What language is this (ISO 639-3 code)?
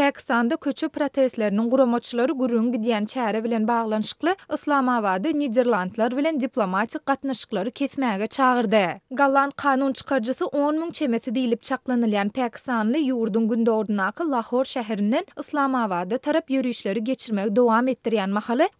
tuk